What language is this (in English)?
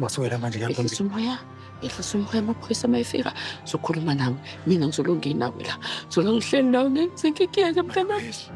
Zulu